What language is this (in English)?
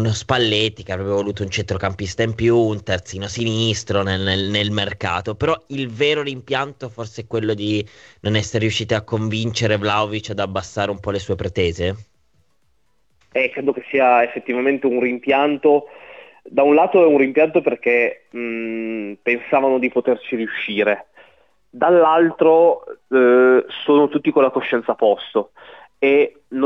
Italian